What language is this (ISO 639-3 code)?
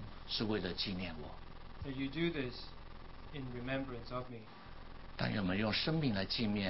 zho